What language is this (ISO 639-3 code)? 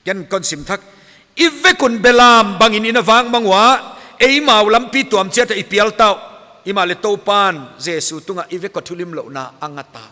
pck